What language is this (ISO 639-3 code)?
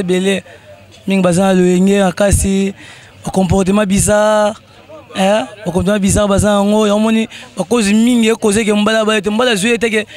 lin